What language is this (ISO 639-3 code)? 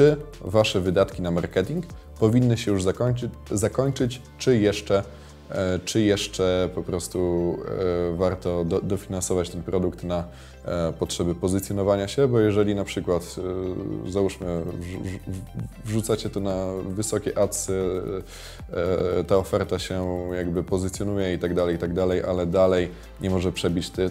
pol